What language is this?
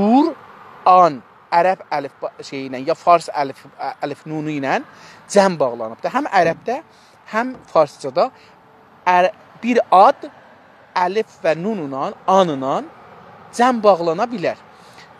South Azerbaijani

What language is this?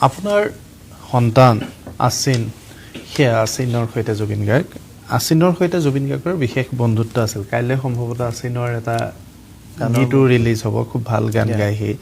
Assamese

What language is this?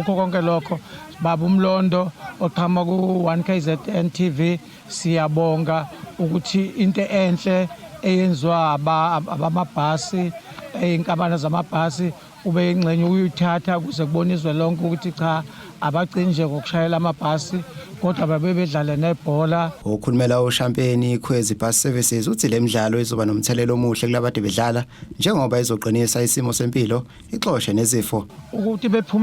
Zulu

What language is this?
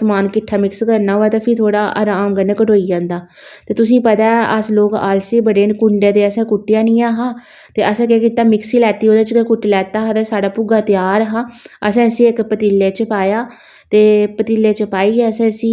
Dogri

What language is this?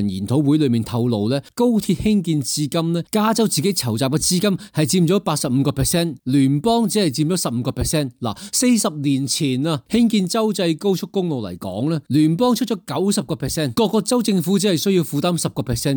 Cantonese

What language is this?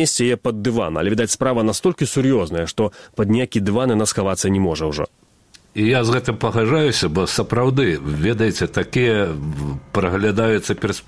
Belarusian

